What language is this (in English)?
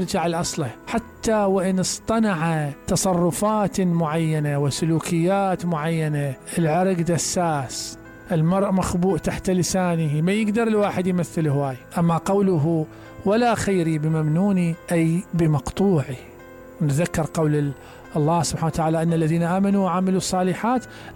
Mesopotamian Arabic